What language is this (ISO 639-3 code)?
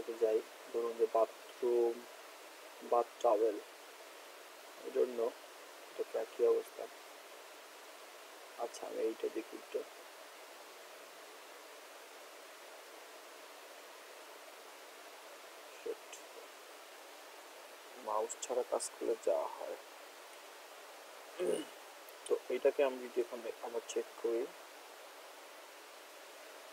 ben